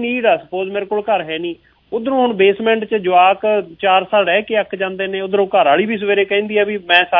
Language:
Punjabi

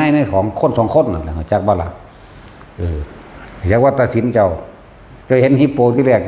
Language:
Northeastern Thai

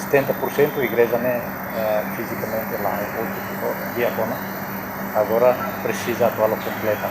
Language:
Tetum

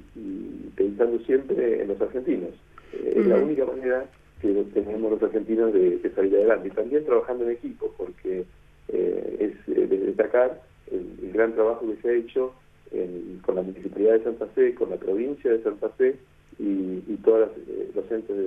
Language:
Spanish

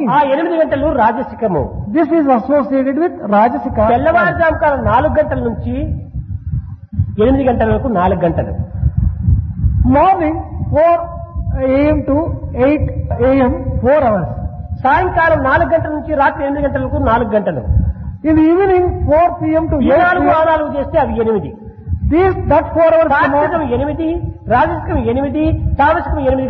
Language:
Telugu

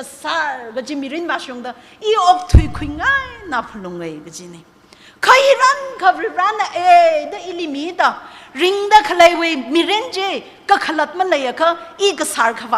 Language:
Tangkhul Naga (India)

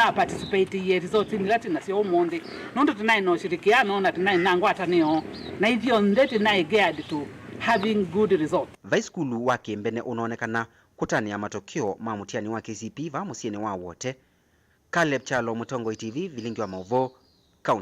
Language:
Kamba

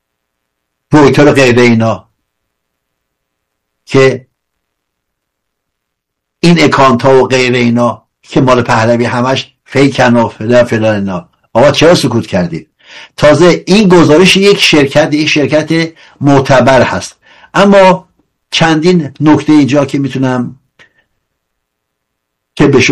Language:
Persian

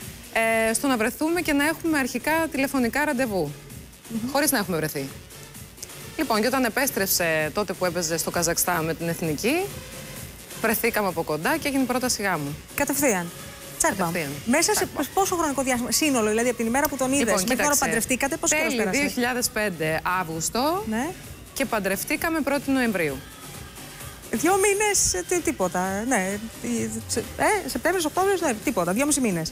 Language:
Greek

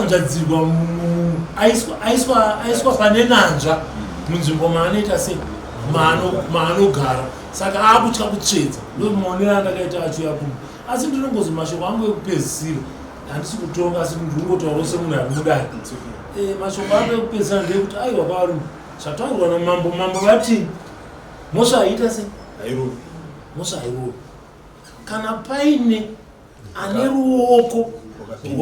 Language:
Shona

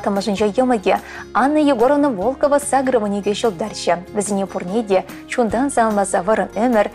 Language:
Chuvash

